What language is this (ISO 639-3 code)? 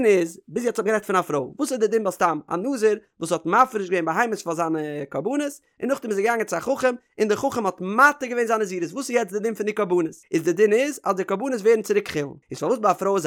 yid